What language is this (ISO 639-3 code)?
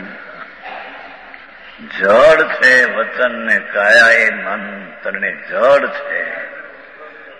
guj